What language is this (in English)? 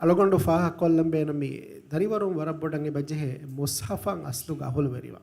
Divehi